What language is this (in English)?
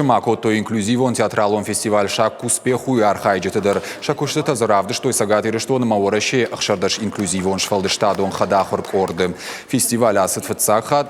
Ossetic